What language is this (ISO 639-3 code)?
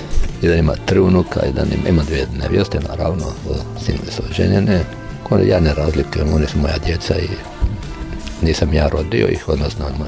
hrv